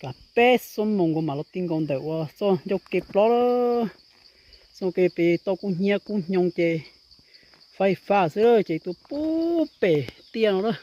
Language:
Hmong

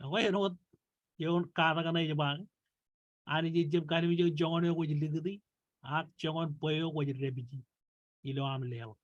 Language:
Marshallese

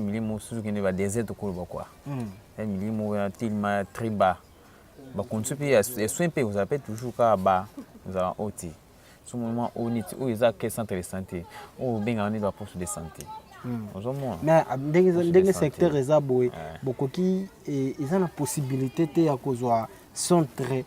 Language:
Lingala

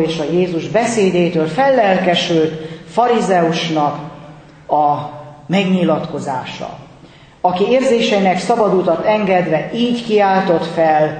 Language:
Hungarian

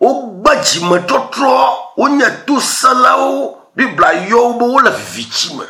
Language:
Ewe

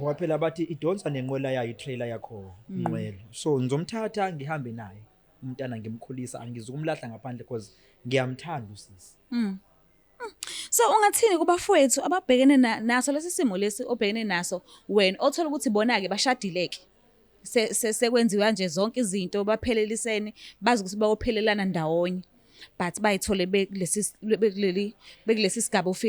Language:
Zulu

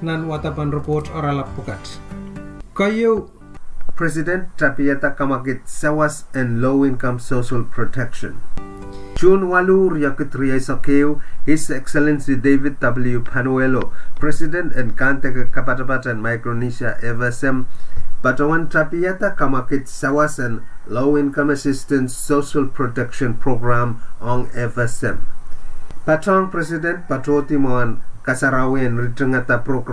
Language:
Pohnpeian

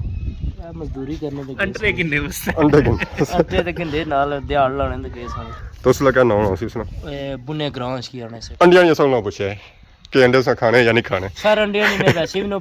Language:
Pahari-Potwari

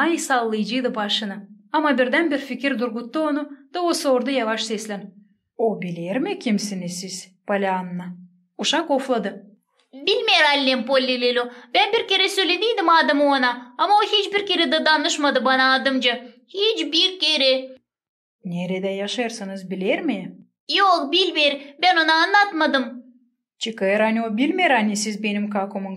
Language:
Gagauz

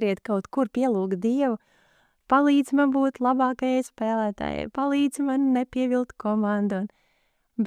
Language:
Latvian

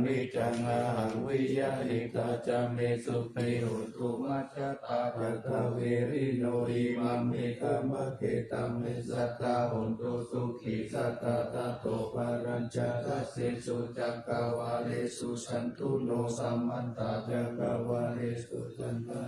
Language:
Pali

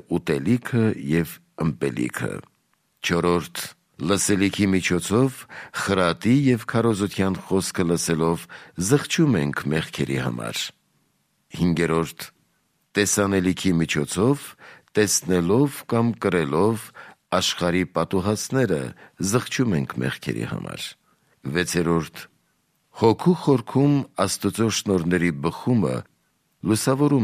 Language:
Armenian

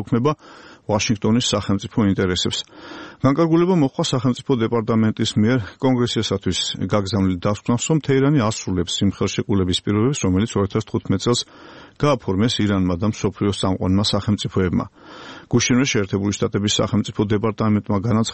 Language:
Georgian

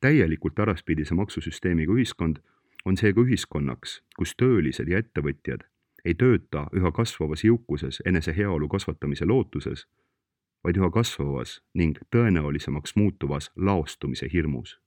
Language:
Estonian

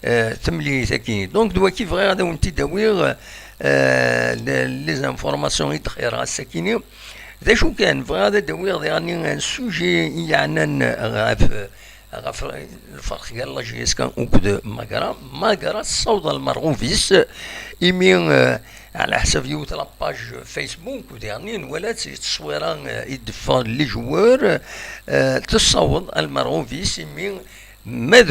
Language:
Kabyle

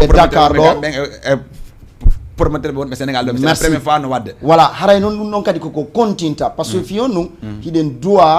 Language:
Fula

